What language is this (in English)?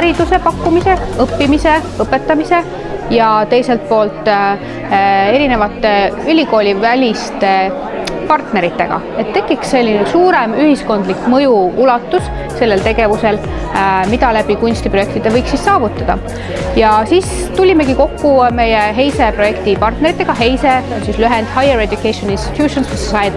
Estonian